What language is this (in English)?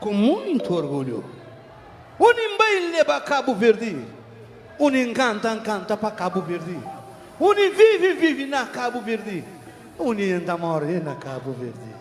Kabuverdianu